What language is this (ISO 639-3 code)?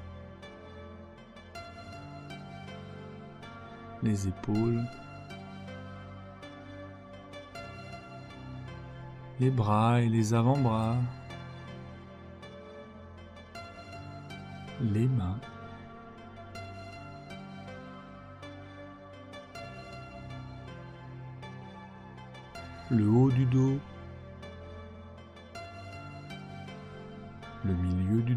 fra